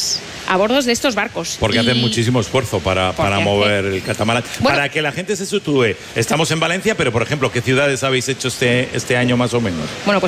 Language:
Spanish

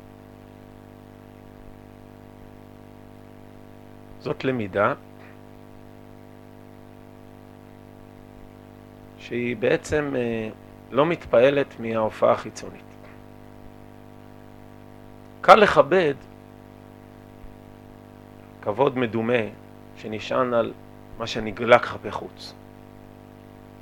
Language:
Hebrew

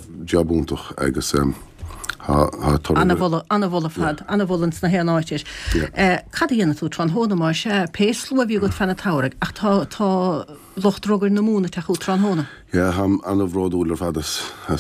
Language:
Irish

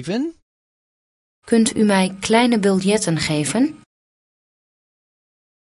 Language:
Dutch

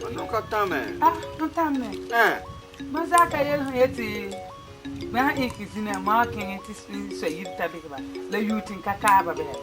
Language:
Frafra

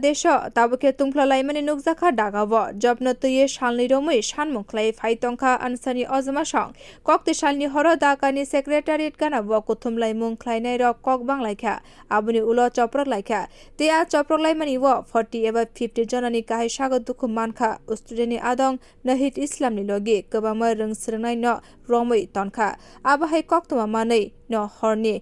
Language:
Kok Borok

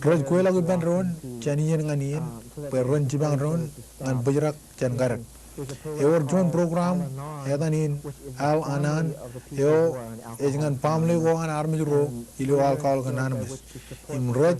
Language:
Marshallese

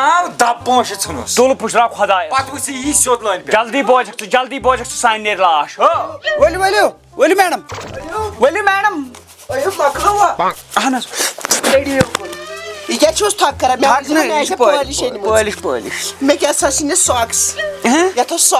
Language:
Kashmiri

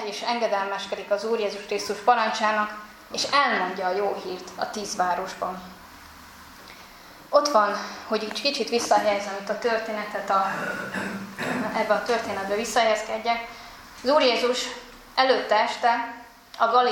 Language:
Hungarian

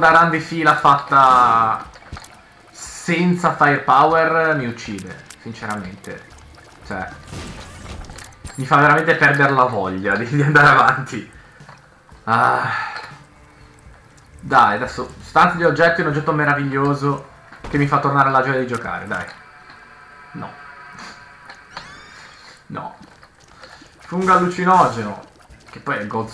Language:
Italian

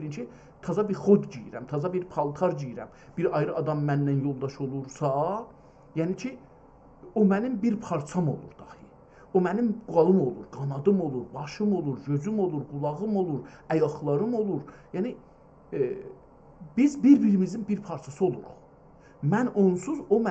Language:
South Azerbaijani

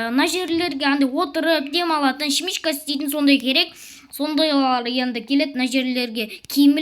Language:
Kazakh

